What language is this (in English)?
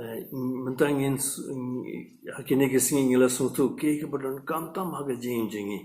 Khasi